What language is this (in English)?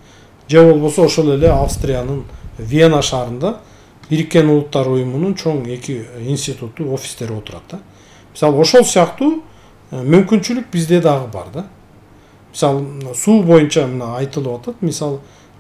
Kyrgyz